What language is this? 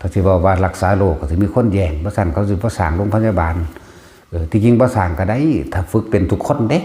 Northeastern Thai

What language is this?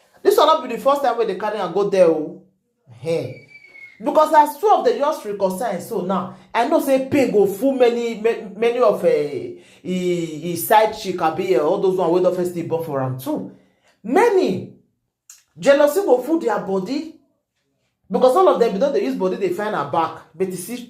Nigerian Pidgin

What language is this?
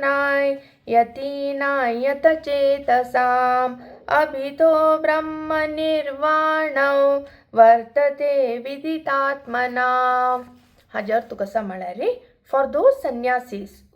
Konkani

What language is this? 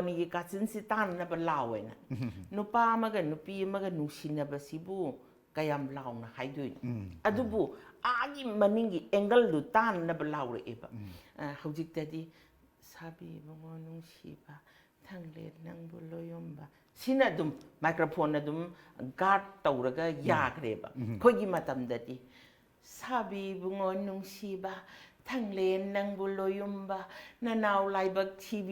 Manipuri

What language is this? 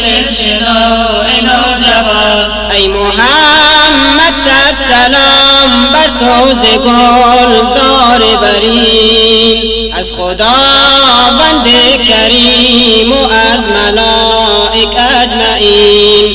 Persian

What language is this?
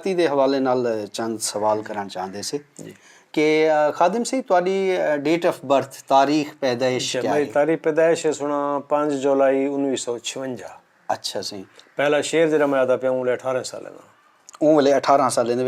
Saraiki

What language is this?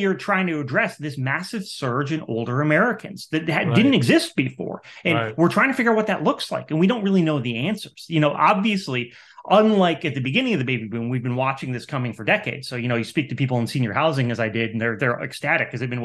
English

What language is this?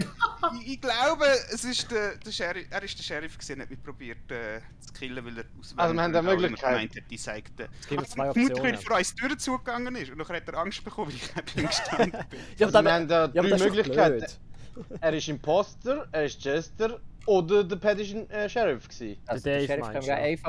Swiss German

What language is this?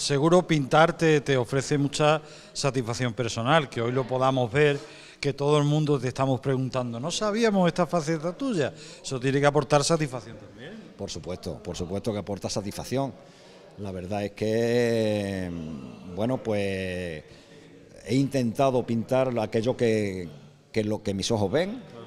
Spanish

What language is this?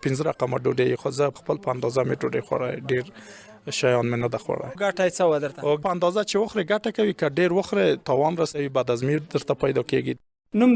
Pashto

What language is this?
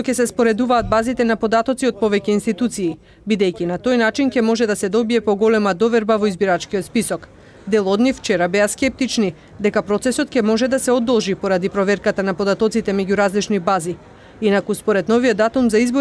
Macedonian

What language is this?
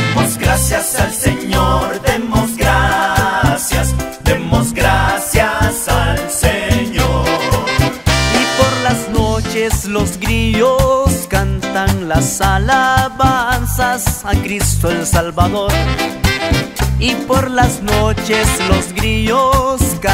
Spanish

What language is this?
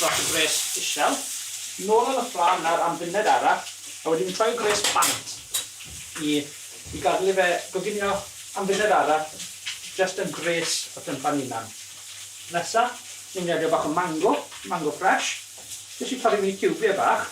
Welsh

